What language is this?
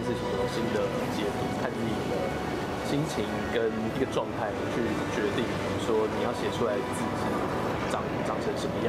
Chinese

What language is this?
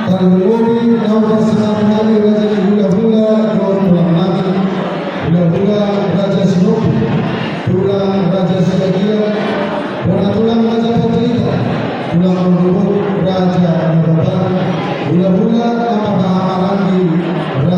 Batak Toba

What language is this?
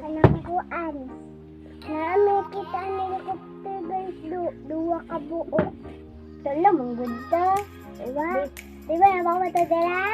Cebuano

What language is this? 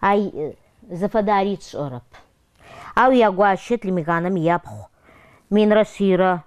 Adyghe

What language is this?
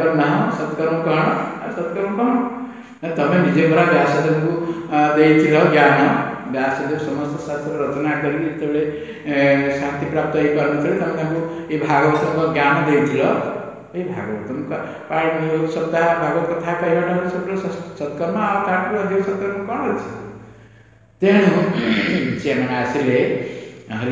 Odia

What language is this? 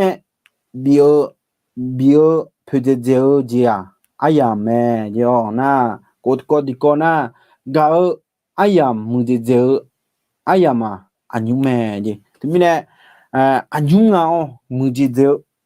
Akha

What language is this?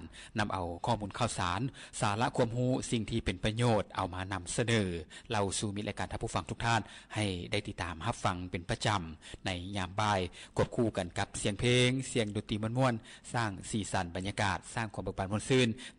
Lao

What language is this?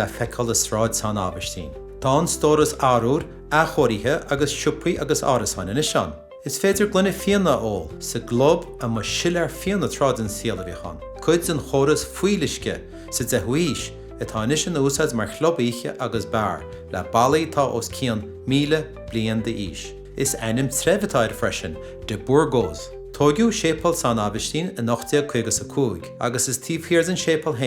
Irish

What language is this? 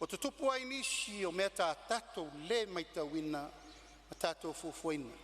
Samoan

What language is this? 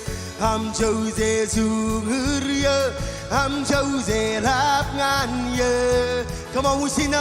Marshallese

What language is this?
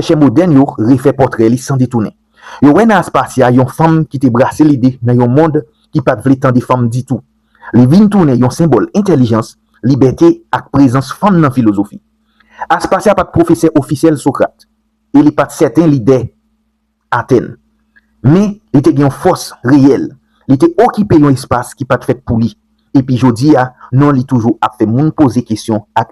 Haitian Creole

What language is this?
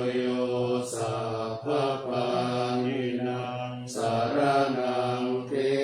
Pali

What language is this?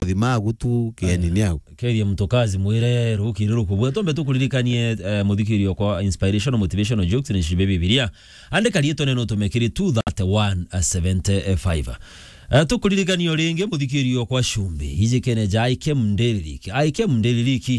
Meru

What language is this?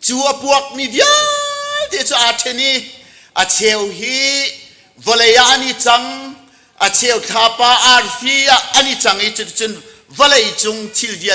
Hakha Chin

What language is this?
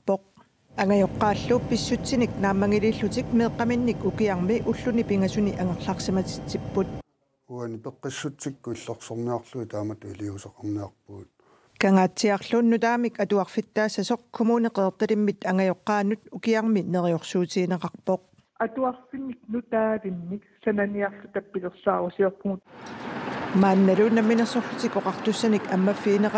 Kalaallisut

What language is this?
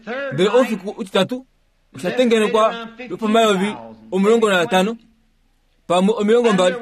Kuanyama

